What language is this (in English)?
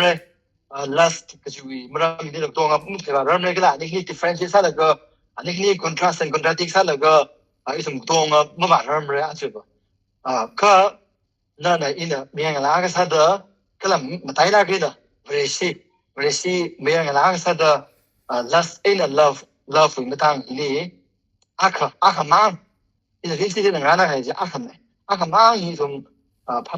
Tangkhul Naga (India)